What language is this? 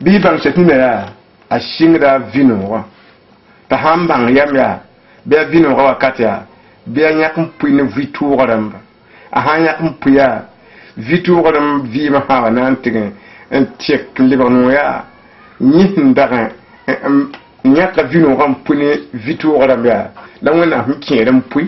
Mossi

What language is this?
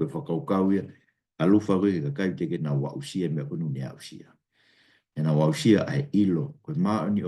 Tongan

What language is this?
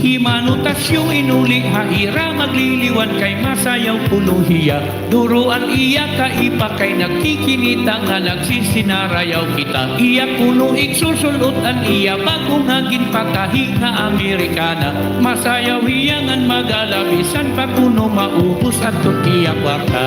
Waray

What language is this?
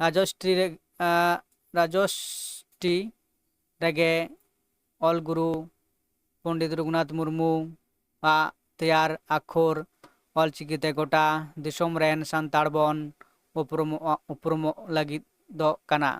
Santali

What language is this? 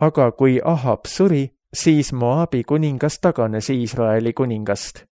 Estonian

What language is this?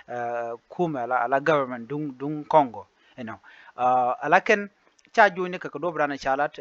Nuer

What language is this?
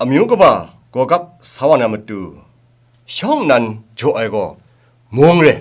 Kachin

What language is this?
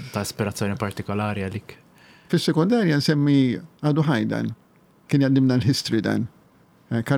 Maltese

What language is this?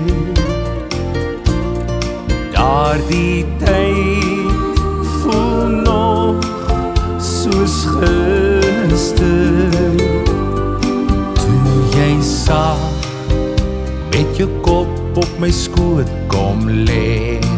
Afrikaans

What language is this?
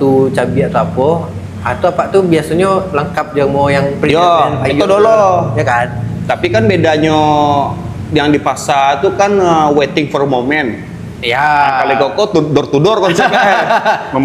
Minangkabau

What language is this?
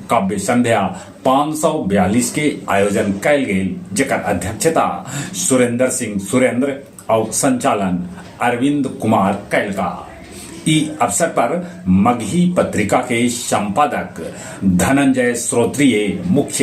Magahi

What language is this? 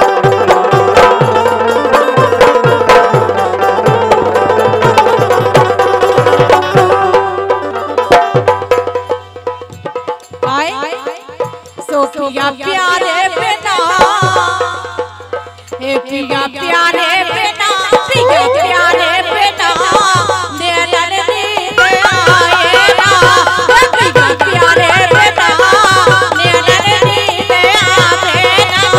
Bundeli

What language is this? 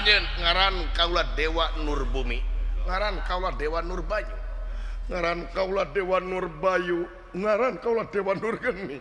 Sundanese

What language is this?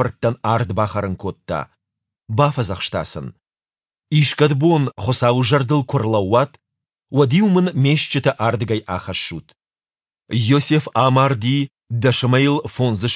Ossetic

